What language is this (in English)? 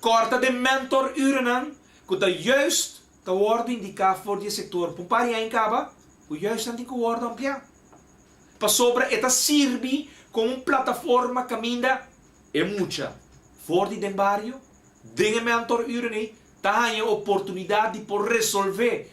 Papiamento